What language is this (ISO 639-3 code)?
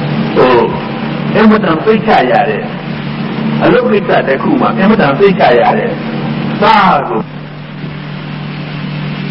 mya